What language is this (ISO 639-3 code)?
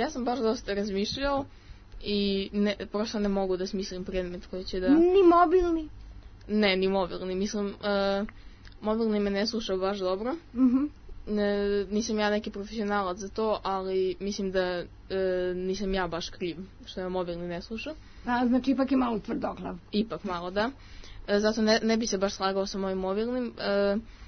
srp